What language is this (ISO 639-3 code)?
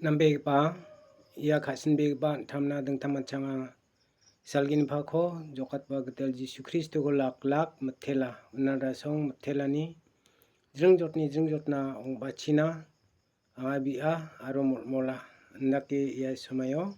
grt